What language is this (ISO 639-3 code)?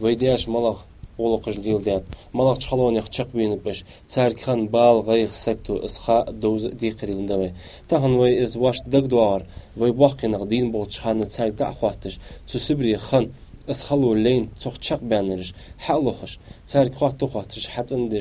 inh